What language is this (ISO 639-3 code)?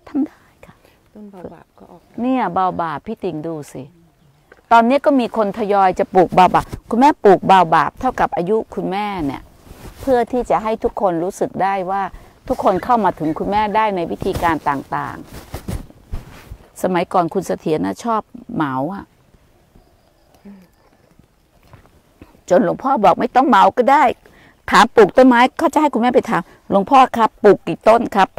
tha